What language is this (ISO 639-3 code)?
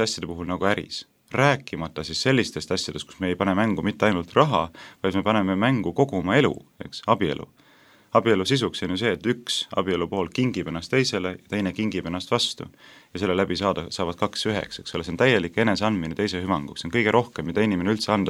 est